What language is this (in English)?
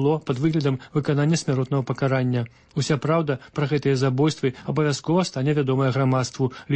Belarusian